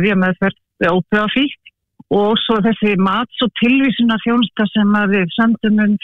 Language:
Icelandic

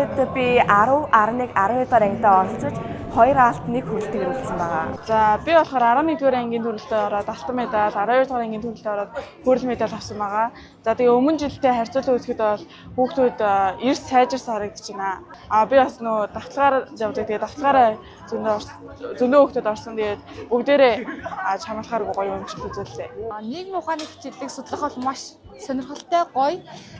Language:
Mongolian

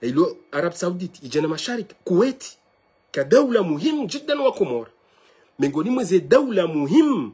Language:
Ngazidja Comorian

